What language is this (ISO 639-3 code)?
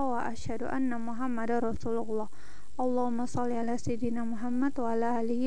ind